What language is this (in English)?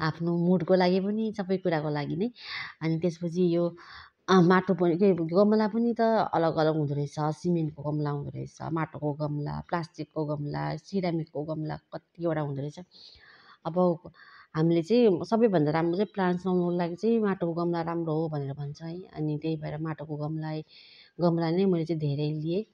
Nepali